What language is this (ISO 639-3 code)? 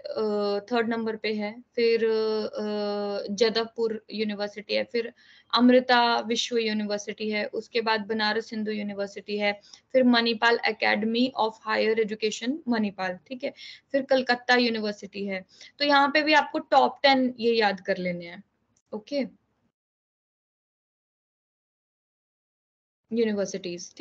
hin